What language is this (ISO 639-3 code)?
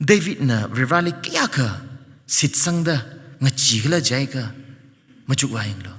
nmf